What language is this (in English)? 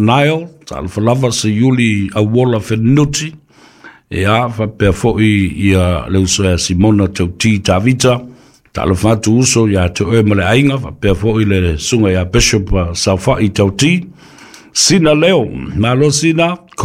Samoan